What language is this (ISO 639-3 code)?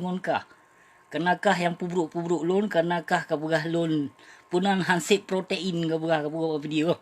ace